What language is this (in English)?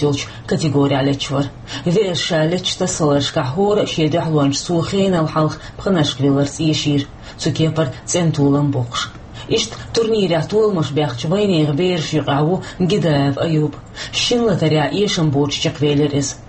Chechen